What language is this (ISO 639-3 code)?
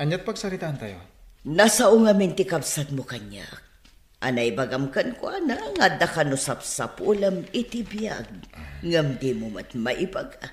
ilo